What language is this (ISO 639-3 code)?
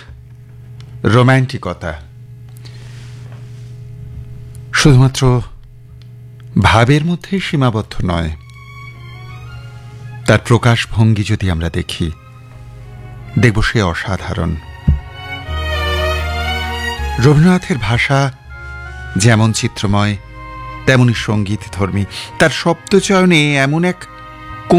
ben